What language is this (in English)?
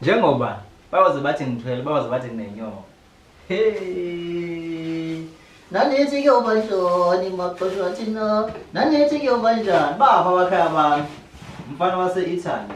Zulu